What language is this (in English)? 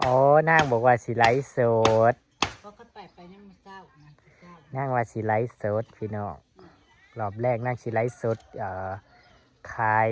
Northeastern Thai